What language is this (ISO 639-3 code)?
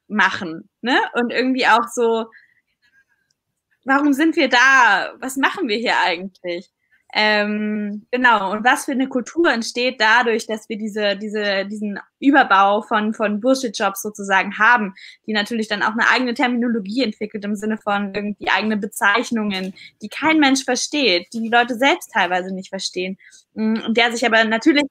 deu